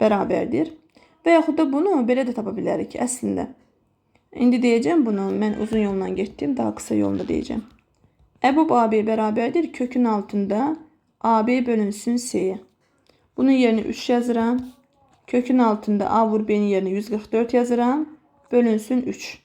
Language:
Azerbaijani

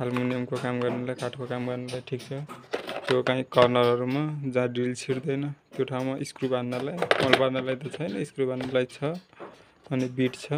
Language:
Nepali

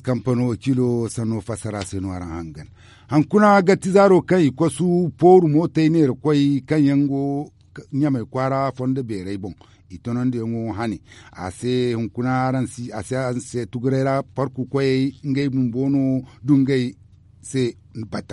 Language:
Zarma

